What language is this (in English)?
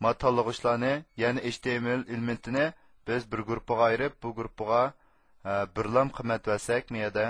Uyghur